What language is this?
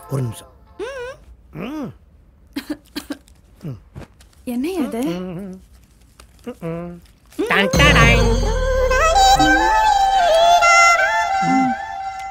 Tamil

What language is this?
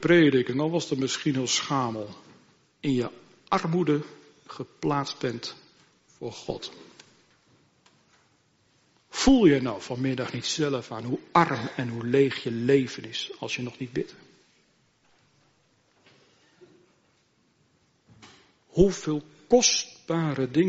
Dutch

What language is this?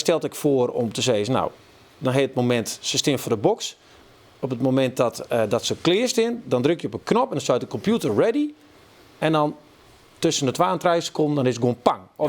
Western Frisian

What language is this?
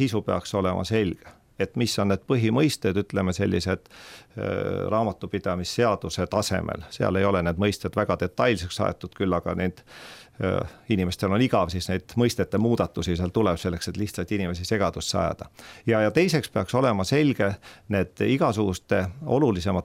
Estonian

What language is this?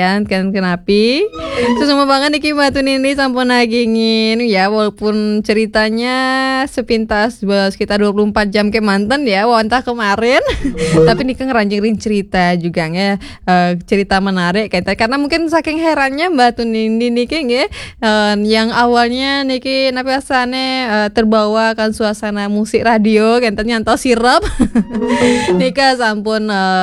Balinese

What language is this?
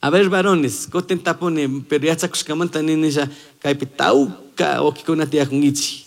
Chimborazo Highland Quichua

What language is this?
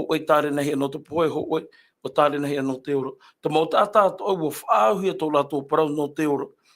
Tahitian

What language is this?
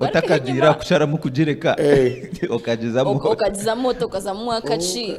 Nyankole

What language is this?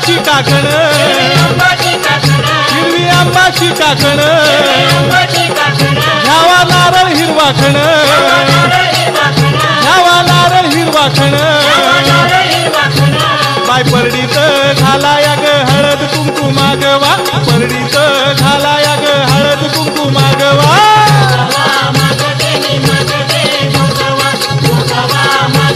Marathi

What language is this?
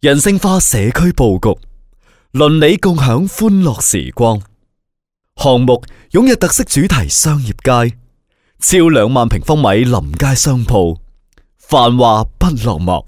Cantonese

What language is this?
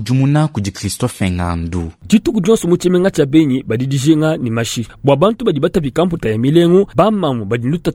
Luba-Lulua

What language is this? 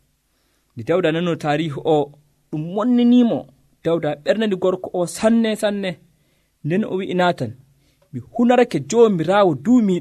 Nigerian Fulfulde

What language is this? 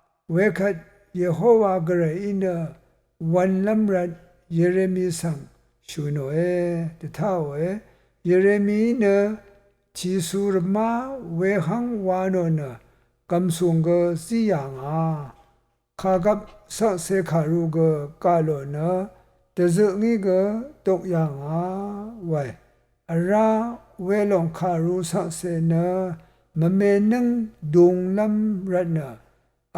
Rawang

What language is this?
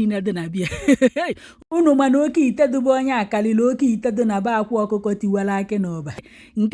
Igbo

